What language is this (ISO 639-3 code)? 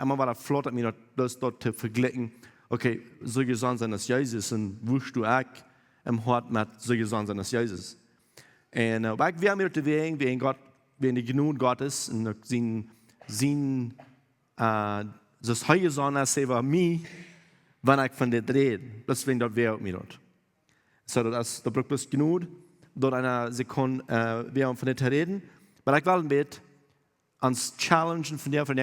pdt